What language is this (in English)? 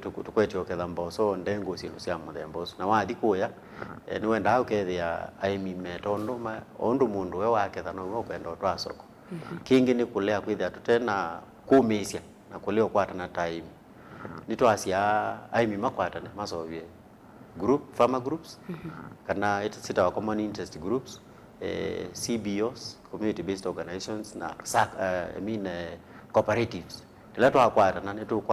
Kamba